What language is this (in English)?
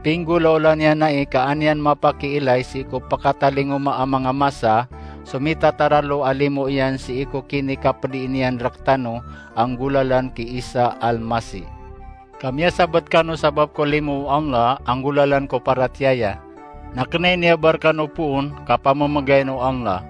Maranao